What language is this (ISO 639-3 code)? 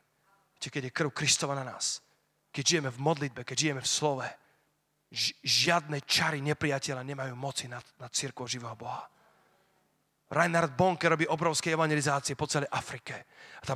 slk